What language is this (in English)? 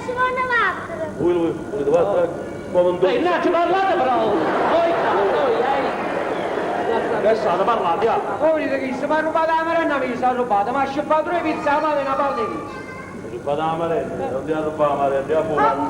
Neapolitan